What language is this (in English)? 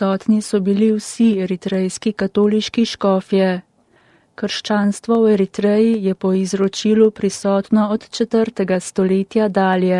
Slovenian